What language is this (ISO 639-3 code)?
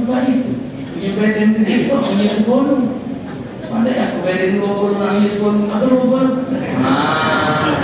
mui